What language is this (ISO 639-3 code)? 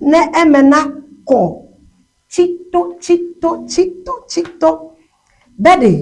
ewe